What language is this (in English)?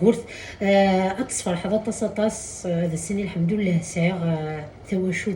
Kabyle